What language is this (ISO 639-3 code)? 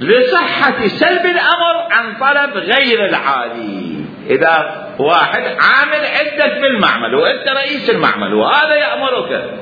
acm